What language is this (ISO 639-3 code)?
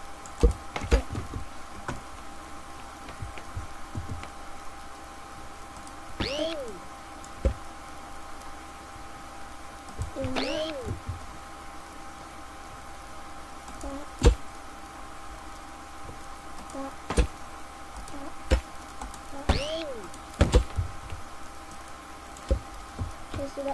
eng